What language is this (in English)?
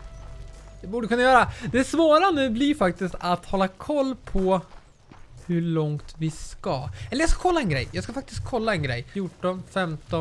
Swedish